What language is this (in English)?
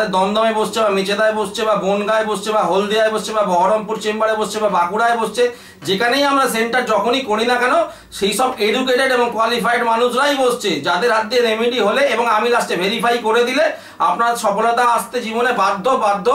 Bangla